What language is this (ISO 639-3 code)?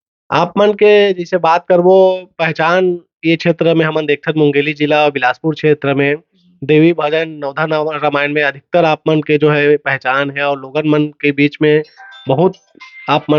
hne